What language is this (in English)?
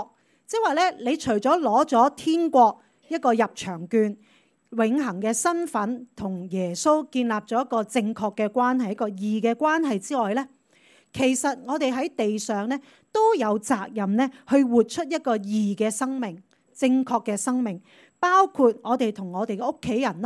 Cantonese